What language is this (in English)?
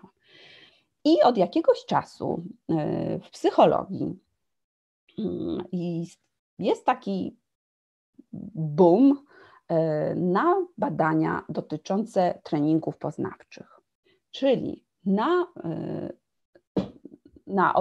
Polish